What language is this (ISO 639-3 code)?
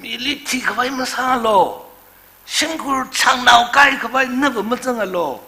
nmf